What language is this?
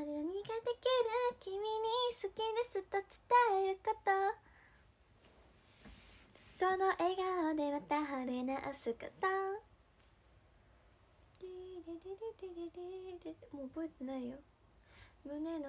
Japanese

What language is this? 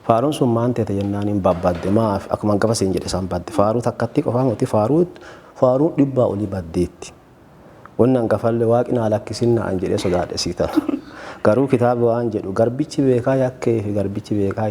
Oromo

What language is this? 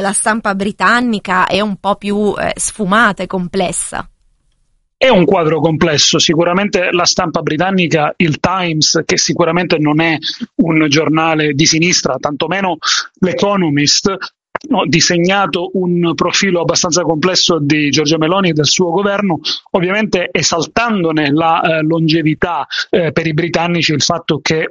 Italian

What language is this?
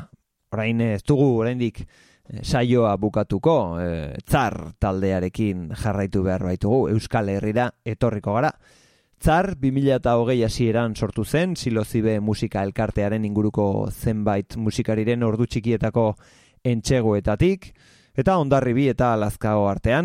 Basque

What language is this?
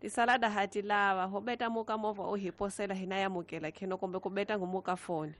Tsonga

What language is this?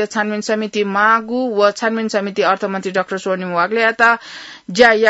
Newari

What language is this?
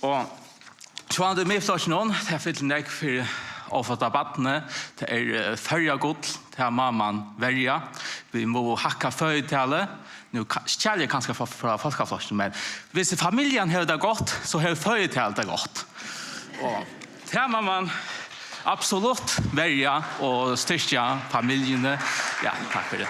Faroese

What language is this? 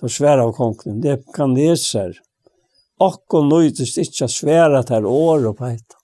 Faroese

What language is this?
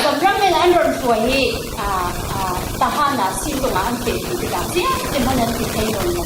Falam Chin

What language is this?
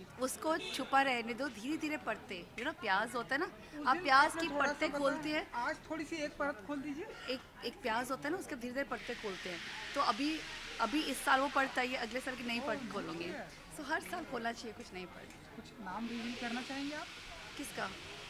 Hindi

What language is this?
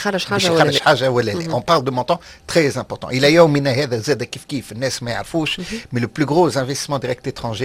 Tunisian Arabic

